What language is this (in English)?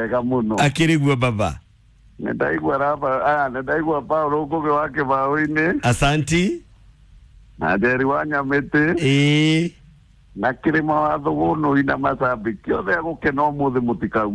Kikuyu